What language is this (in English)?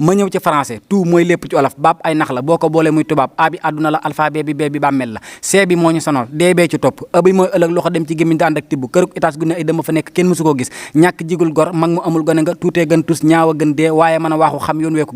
Wolof